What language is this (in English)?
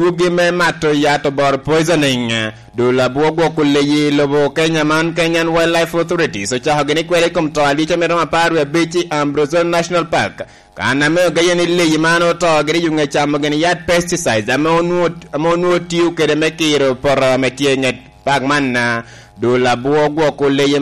Lango (Uganda)